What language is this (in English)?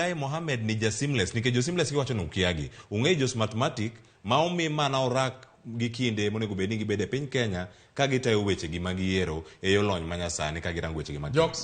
Luo (Kenya and Tanzania)